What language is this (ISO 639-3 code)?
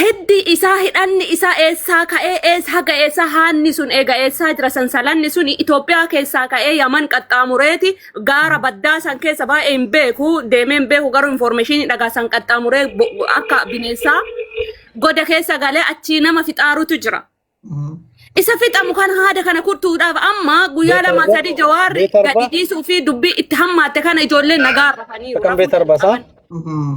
orm